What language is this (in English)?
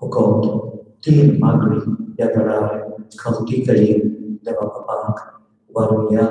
Konkani